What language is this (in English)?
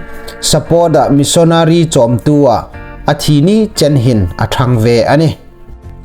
Hmar